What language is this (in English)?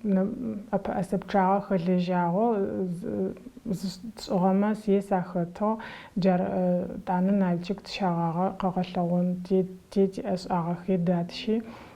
Adyghe